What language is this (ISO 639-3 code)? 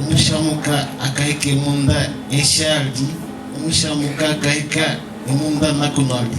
hav